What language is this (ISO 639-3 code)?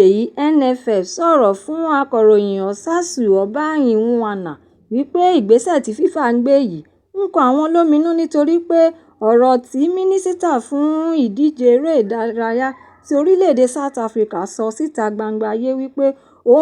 yor